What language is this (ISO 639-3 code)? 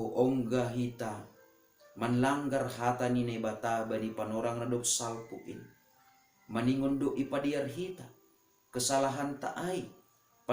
bts